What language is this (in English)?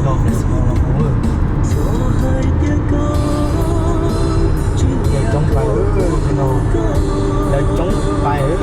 Hmong